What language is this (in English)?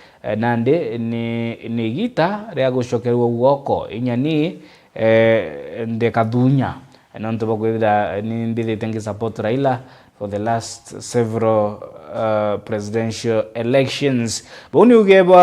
Meru